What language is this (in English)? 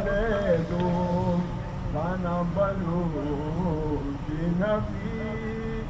Eastern Balochi